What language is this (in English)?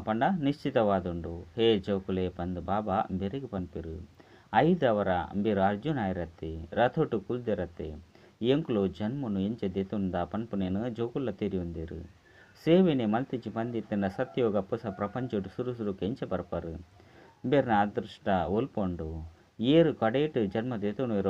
Tulu